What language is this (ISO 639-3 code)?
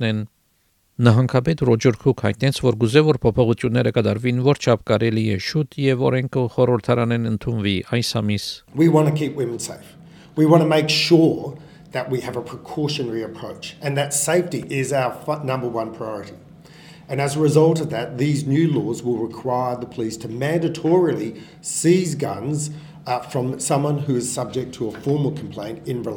hye